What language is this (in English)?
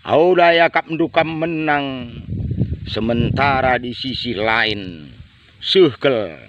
Batak Karo